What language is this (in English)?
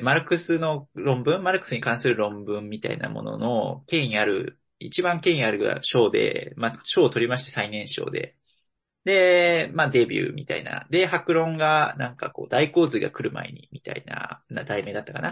Japanese